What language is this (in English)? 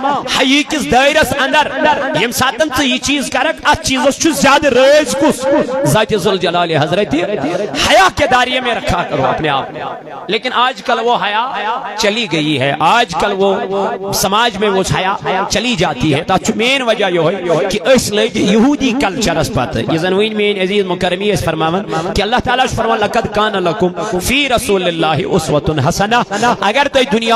Kashmiri